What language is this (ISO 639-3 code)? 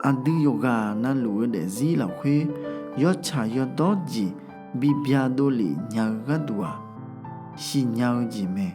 ahk